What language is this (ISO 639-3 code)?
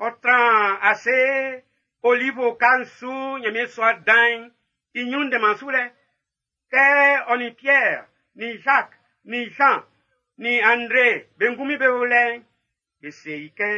bci